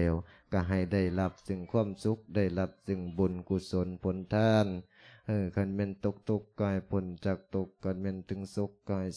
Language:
Lao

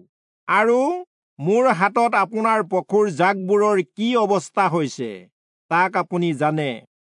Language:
Assamese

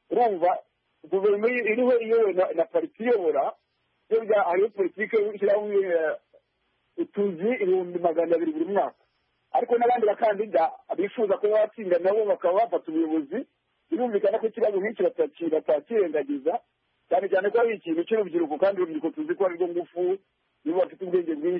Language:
Kinyarwanda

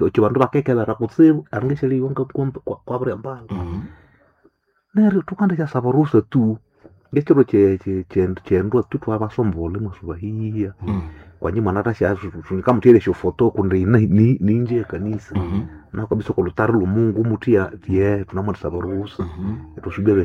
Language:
Swahili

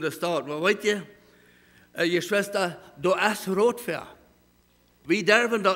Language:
Plautdietsch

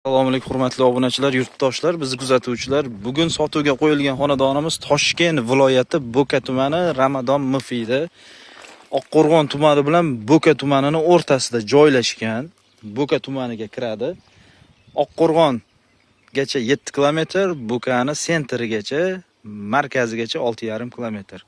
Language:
Uzbek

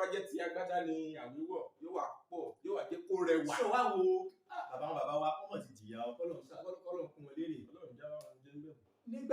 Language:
Yoruba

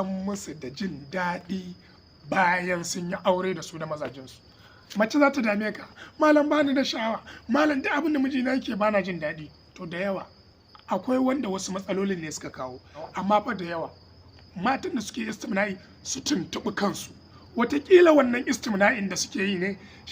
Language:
Hausa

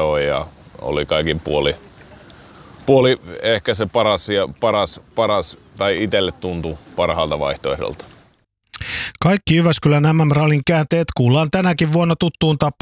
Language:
Finnish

